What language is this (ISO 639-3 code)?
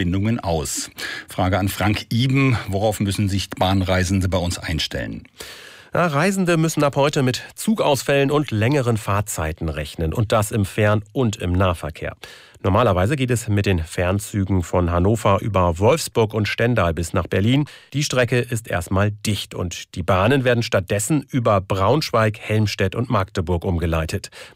deu